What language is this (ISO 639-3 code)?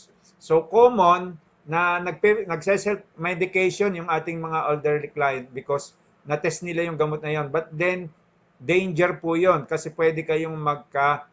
fil